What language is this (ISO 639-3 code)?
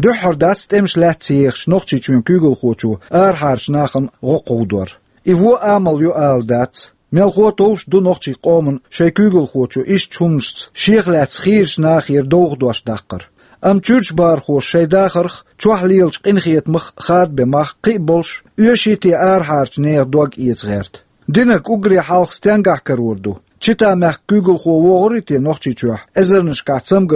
che